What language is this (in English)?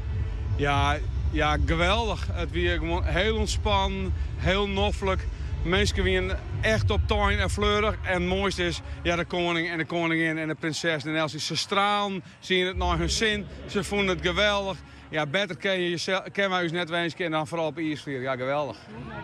Western Frisian